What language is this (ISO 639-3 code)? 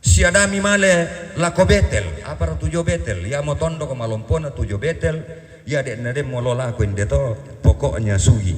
sda